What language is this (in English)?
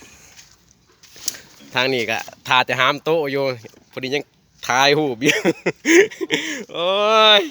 Lao